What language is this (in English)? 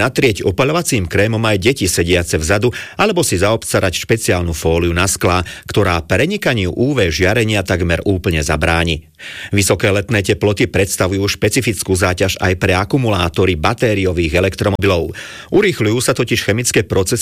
Slovak